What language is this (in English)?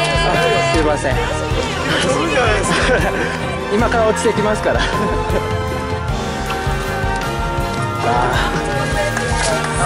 Japanese